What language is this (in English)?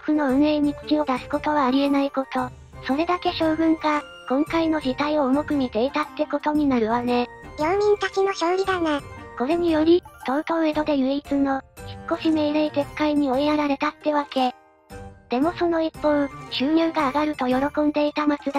Japanese